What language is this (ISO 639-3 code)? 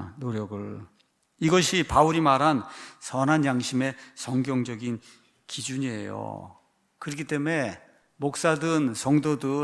kor